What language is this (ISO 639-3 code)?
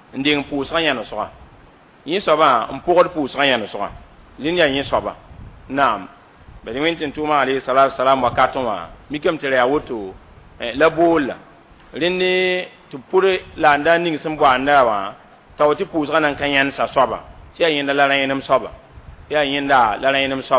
mos